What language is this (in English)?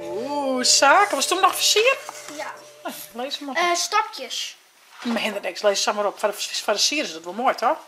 Western Frisian